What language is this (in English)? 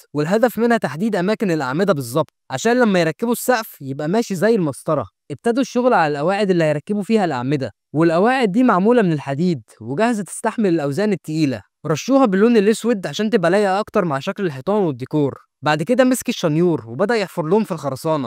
Egyptian Arabic